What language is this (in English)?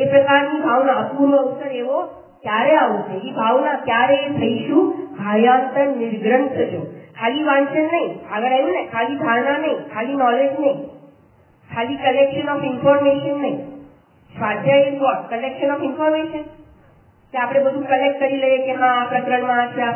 Gujarati